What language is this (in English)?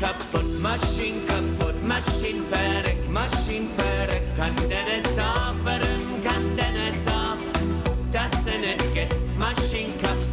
Bavarian